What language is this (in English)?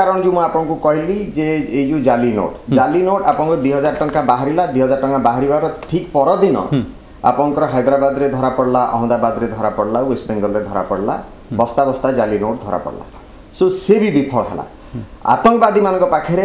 Odia